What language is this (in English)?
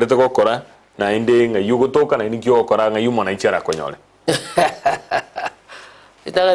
Gusii